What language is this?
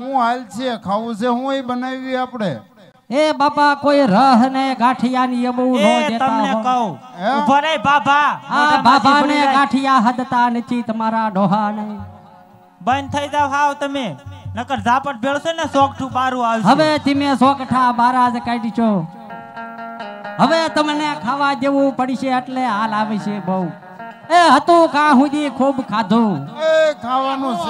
Gujarati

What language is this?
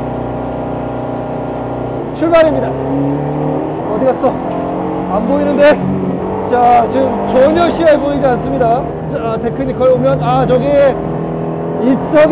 Korean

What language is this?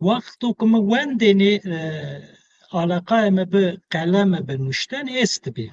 Zaza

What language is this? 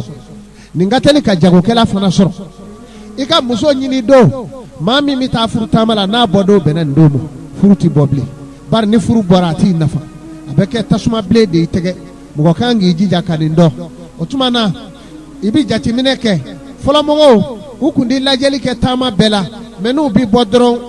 Bambara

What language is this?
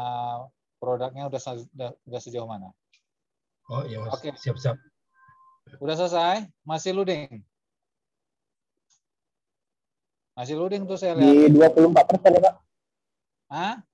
Indonesian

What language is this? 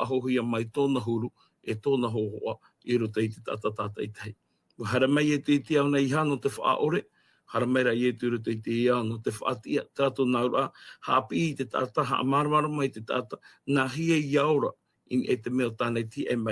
Tahitian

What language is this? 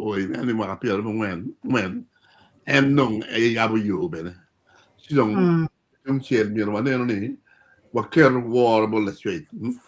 Acoli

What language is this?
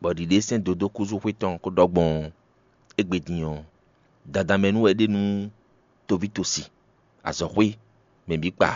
Fon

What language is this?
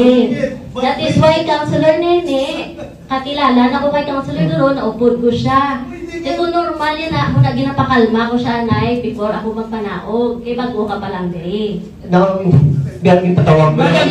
Hiligaynon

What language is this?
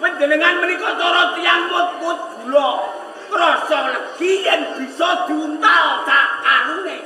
Javanese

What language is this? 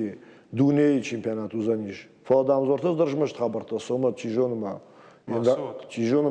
Ossetic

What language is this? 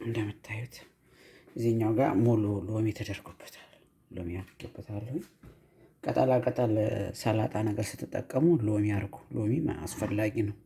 Amharic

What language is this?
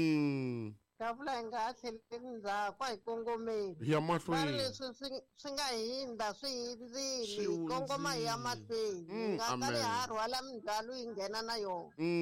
Tsonga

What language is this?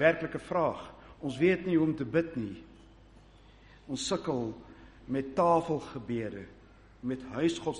Afrikaans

